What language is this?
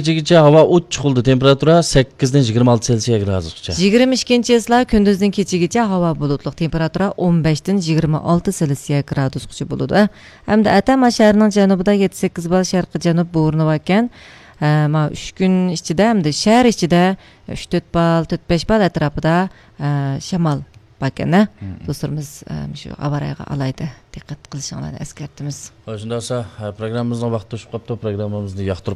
Uyghur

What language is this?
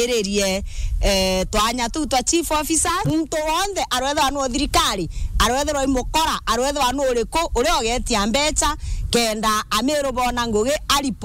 Meru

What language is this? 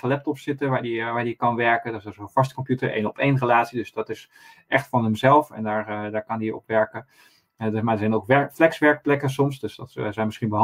Dutch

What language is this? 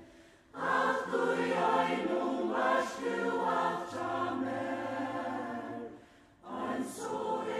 Faroese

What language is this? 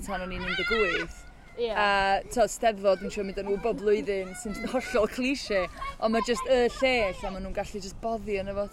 Welsh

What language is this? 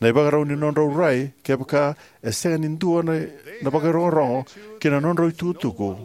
Fijian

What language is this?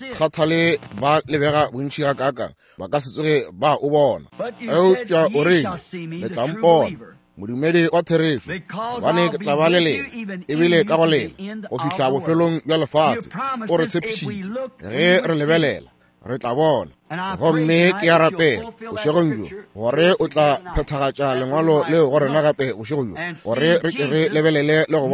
Northern Sotho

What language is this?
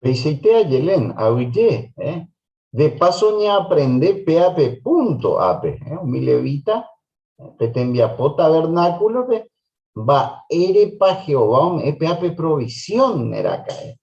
Guarani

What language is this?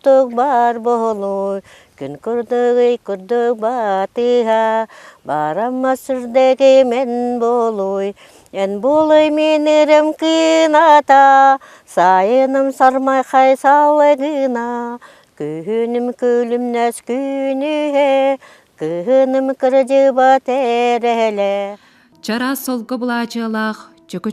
Yakut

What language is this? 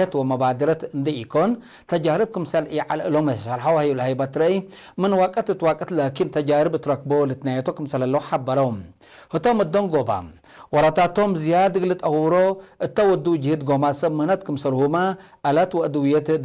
Tigre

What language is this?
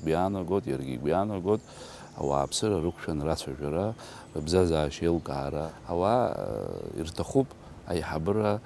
Abkhazian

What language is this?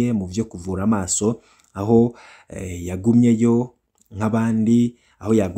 Rundi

